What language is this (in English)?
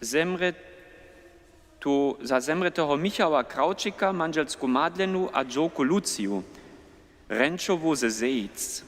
Upper Sorbian